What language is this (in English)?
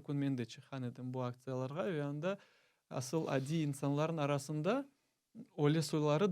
Crimean Tatar